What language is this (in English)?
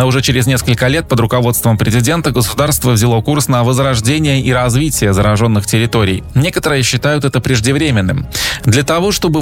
Russian